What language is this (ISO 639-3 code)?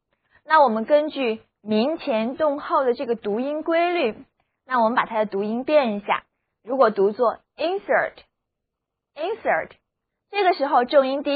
zho